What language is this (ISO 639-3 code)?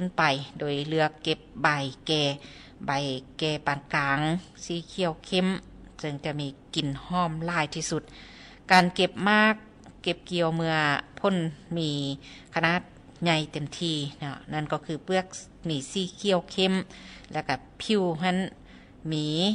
lao